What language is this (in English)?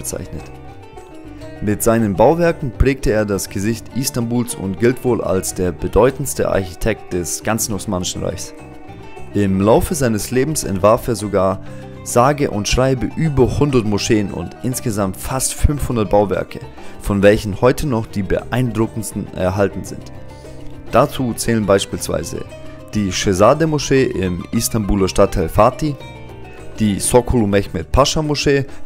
German